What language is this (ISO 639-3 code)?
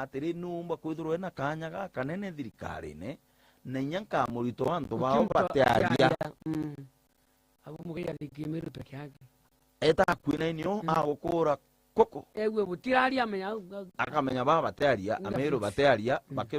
mer